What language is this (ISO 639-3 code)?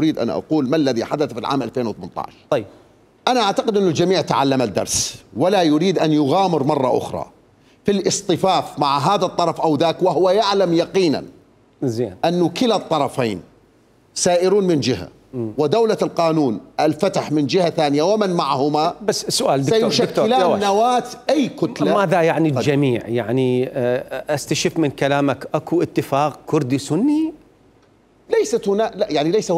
acm